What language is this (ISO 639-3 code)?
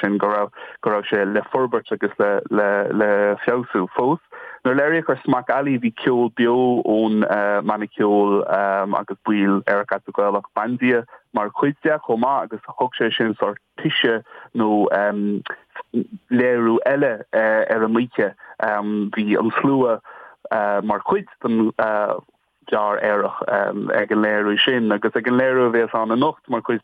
gle